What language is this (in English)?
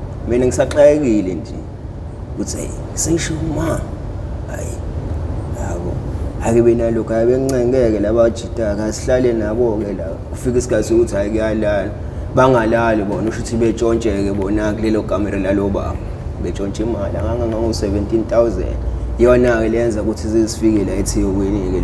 Zulu